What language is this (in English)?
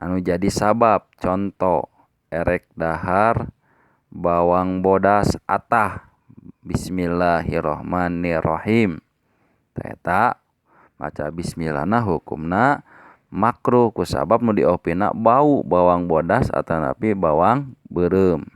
Sundanese